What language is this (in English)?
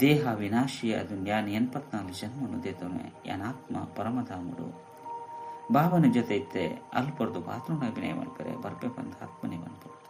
Tulu